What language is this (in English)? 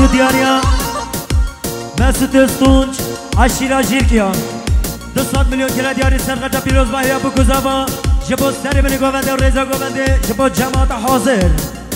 Kurdish